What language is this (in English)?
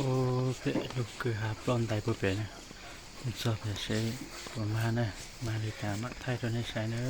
Hmong